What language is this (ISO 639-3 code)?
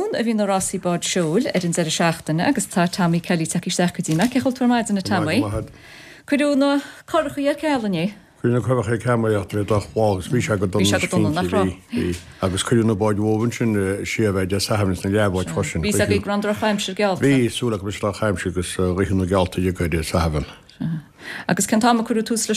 gle